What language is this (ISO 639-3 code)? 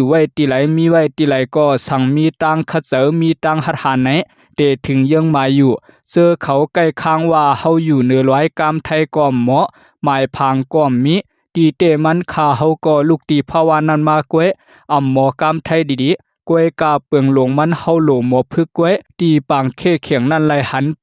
shn